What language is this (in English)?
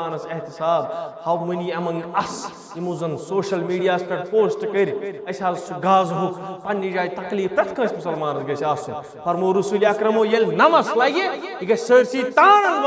Kashmiri